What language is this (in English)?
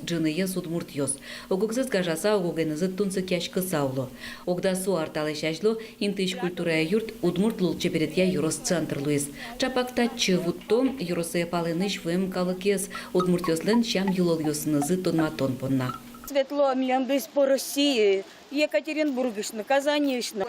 Udmurt